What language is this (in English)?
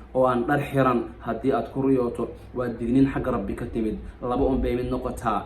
Somali